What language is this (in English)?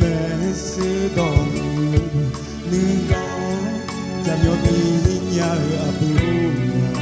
Akha